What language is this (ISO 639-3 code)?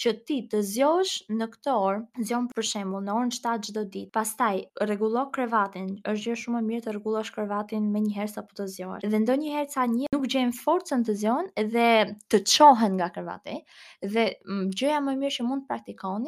sqi